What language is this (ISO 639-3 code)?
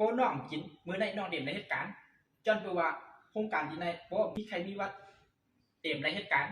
shn